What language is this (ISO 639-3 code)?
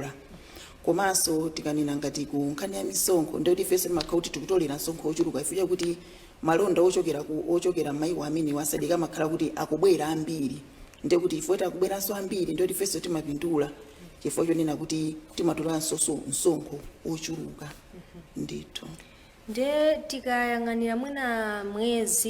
nya